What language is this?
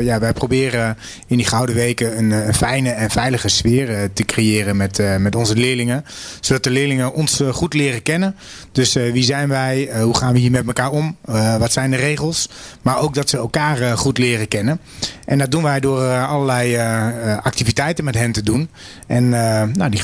Dutch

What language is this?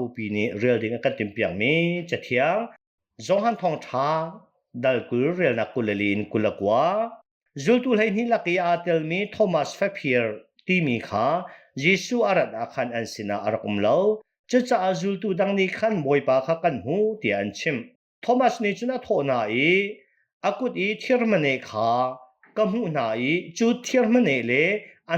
Hakha Chin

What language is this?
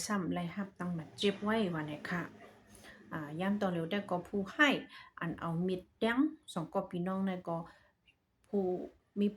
Shan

